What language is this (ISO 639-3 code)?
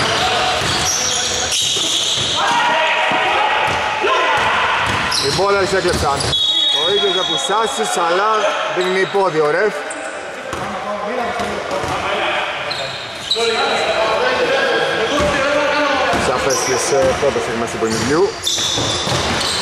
ell